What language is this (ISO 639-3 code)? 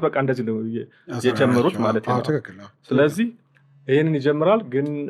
amh